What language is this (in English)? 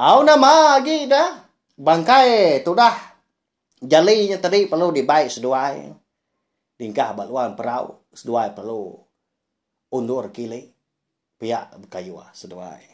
Iban